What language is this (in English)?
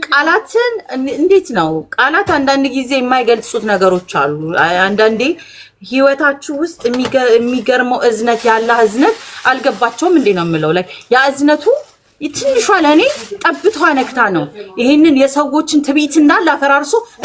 Amharic